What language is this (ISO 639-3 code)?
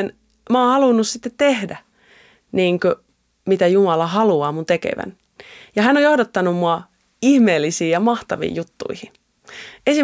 fin